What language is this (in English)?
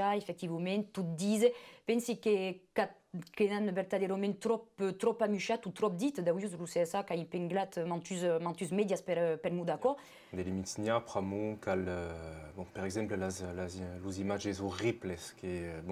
Occitan